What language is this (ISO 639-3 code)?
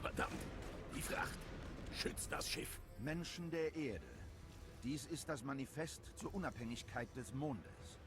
gsw